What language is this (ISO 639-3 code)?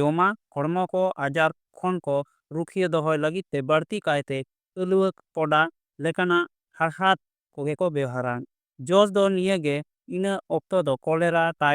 sat